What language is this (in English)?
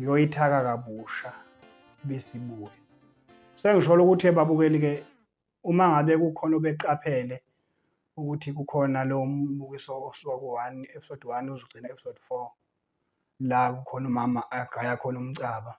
Zulu